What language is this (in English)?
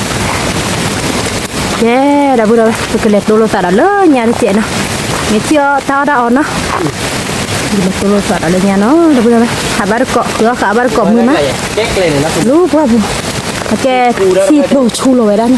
S'gaw Karen